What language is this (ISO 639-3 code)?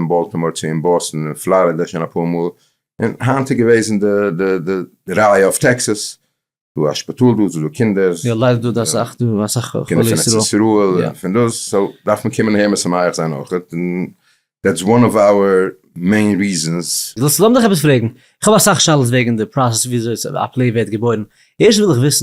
yid